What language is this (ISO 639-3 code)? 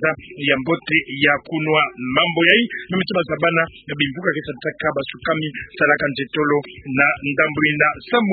ktu